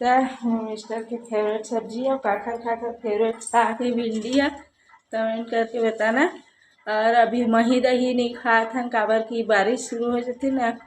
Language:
Chhattisgarhi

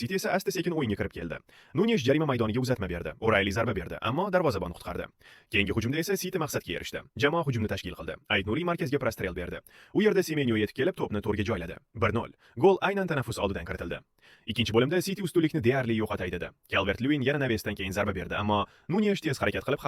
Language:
Uzbek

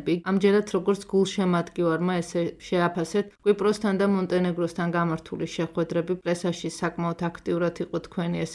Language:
Georgian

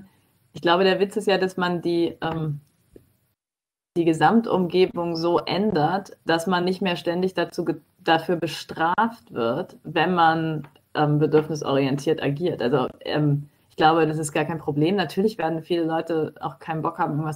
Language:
German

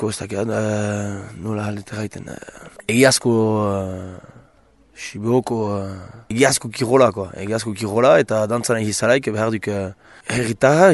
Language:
Basque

